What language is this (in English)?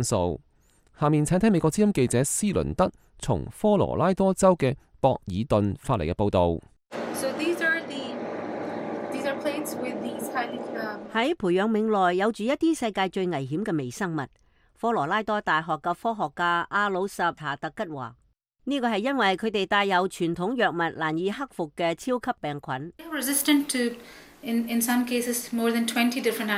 Cantonese